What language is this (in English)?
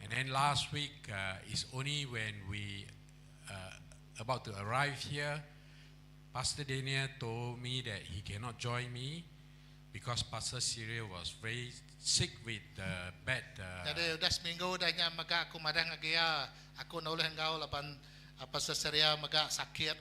Iban